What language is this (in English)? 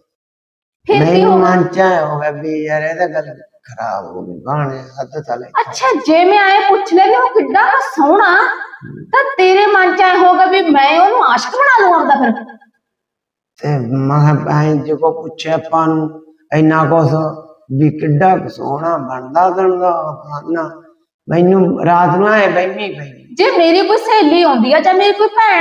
Punjabi